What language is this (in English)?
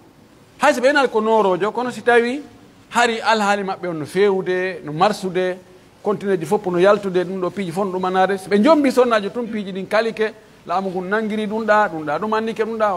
Pular